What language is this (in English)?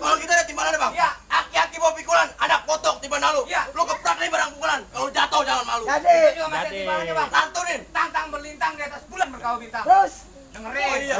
Betawi